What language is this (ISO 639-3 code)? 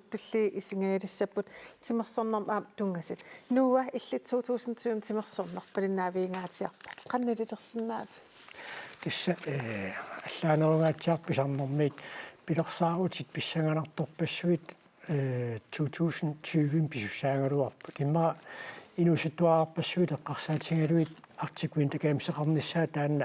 kal